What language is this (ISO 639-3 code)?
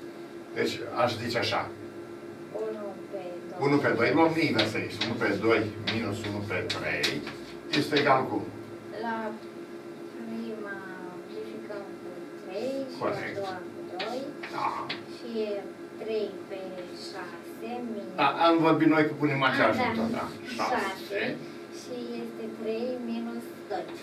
ron